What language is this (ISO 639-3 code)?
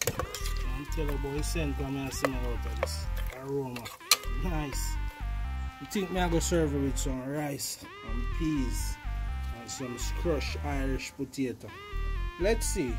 jam